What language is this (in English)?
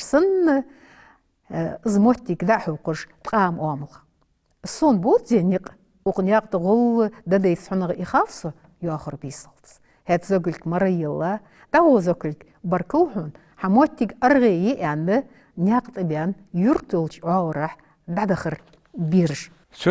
Ingush